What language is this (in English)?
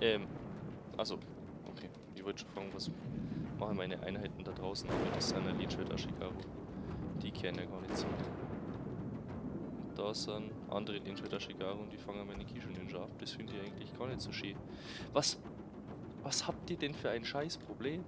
Bavarian